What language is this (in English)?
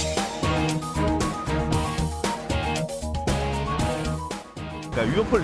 Korean